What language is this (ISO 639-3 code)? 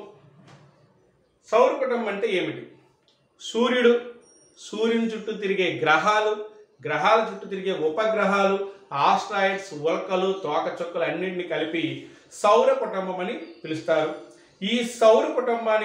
tel